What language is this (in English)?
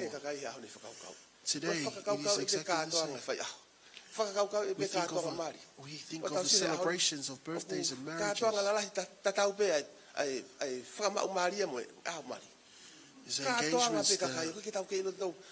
Tongan